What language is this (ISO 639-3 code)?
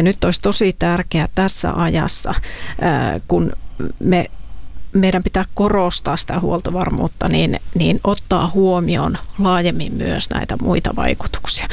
fin